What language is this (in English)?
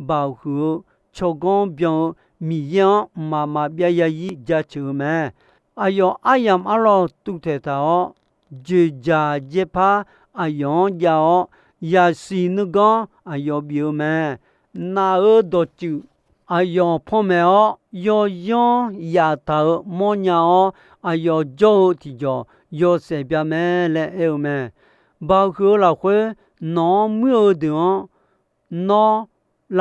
Akha